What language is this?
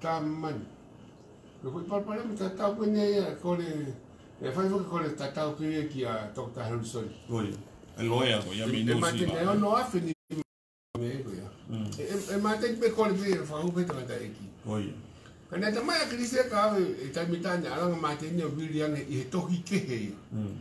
Tongan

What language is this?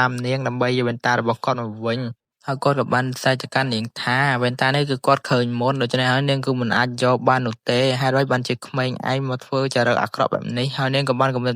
Khmer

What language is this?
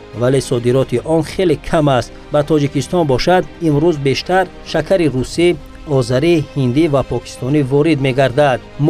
Tajik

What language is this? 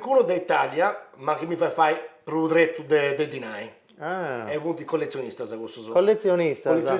Sardinian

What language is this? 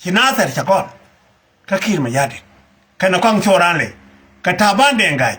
Nuer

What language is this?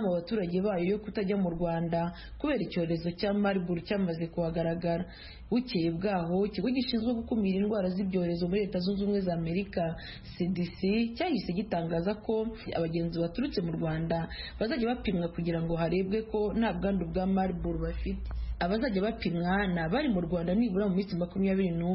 Kinyarwanda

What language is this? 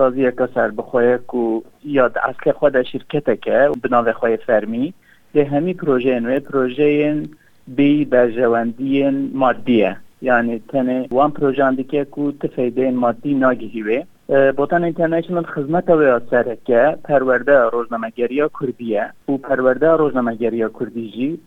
Kurdish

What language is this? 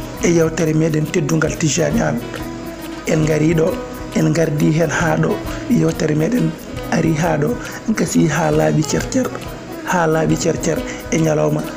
Fula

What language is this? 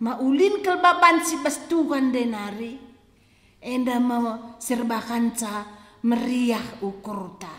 Batak Karo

